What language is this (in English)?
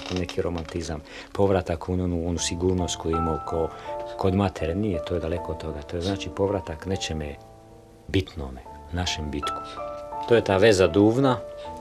Croatian